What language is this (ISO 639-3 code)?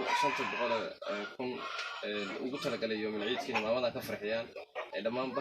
som